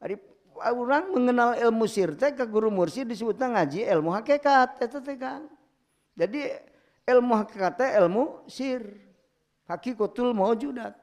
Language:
Sundanese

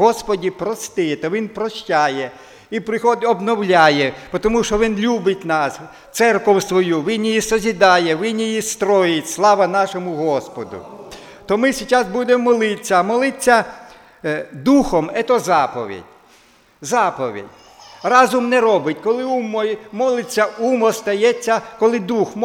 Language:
Ukrainian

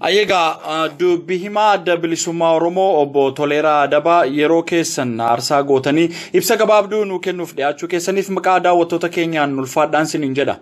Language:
Oromo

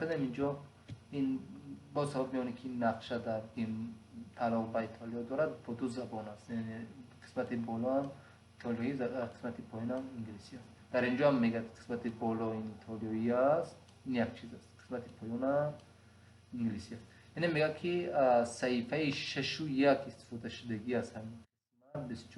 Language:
Tajik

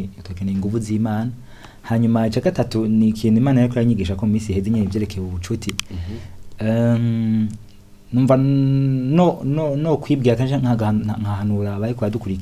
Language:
Rundi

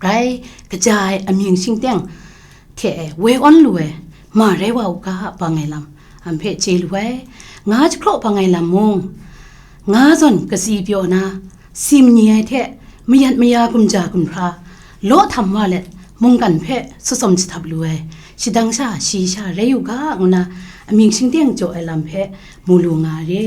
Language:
Kachin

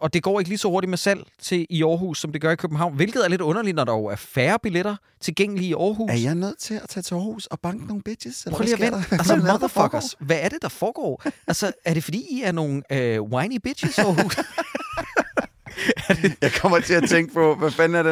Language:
Danish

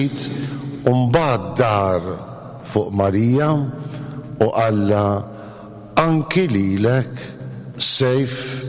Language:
Maltese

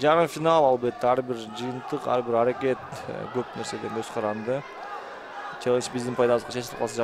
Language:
Kyrgyz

